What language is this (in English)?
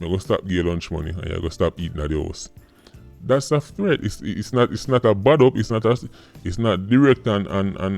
Jamaican Creole English